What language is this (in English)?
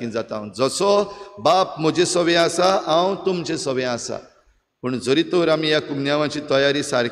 Konkani